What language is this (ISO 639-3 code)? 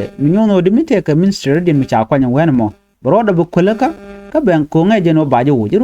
nus